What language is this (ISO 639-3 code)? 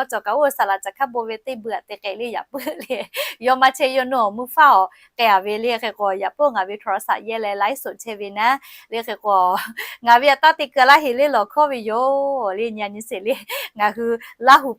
lhu